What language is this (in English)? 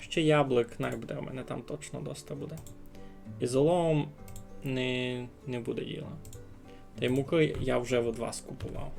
Rusyn